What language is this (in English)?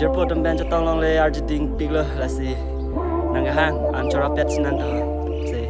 Karbi